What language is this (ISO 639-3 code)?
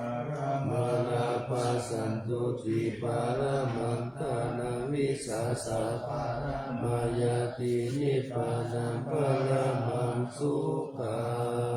pli